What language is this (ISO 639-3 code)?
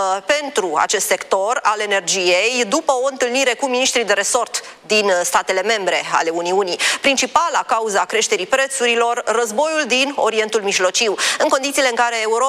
ron